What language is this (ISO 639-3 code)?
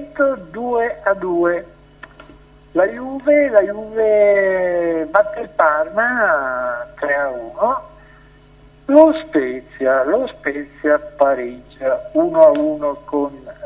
ita